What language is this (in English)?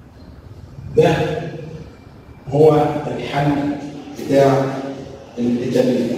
Egyptian Arabic